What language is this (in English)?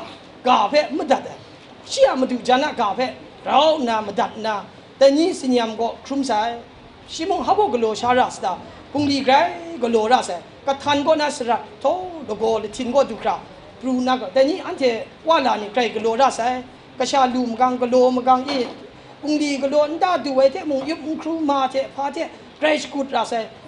Kachin